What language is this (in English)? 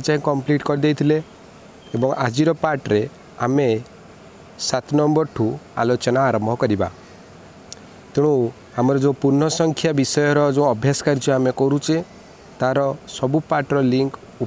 Odia